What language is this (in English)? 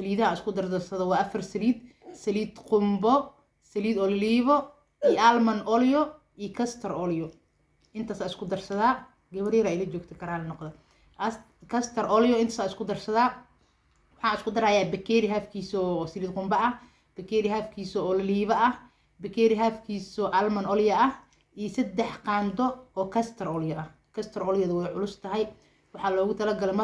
Somali